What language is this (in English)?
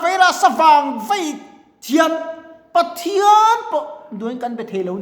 Mizo